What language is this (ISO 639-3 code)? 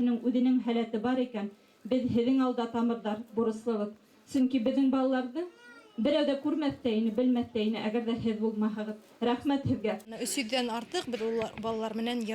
bak